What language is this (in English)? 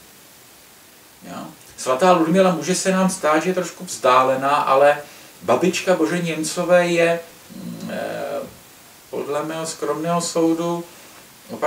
Czech